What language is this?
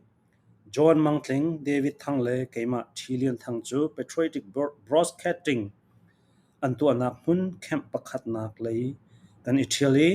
Falam Chin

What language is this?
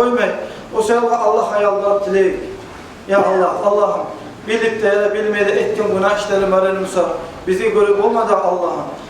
Kumyk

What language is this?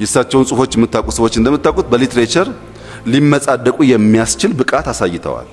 Amharic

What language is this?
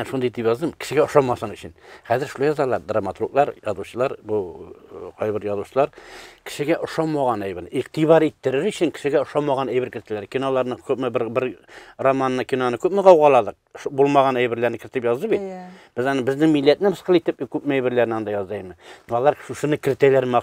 Tatar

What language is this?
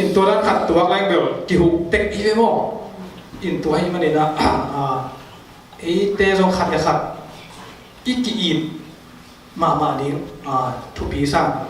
Tedim Chin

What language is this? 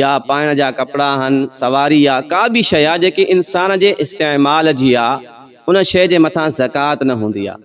Sindhi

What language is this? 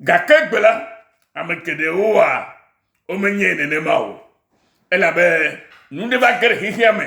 Ewe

